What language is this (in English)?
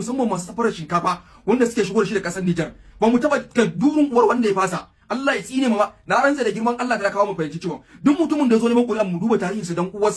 Hausa